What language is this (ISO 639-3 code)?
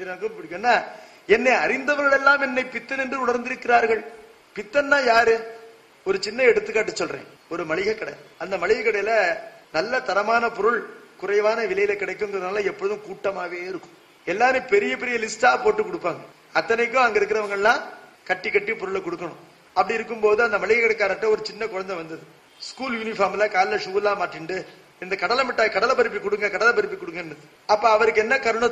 tam